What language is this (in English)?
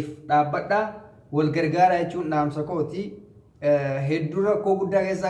Oromo